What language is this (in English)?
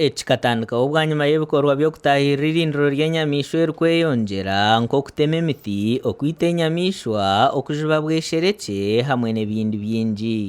Nyankole